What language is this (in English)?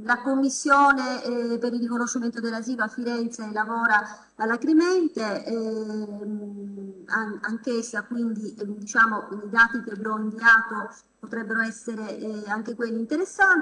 Italian